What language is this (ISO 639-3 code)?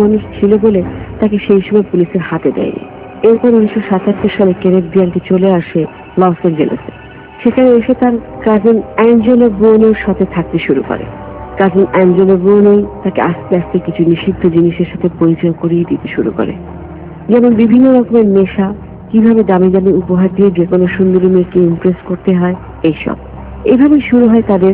ben